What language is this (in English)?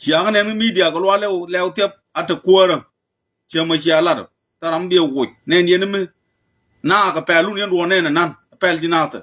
Nuer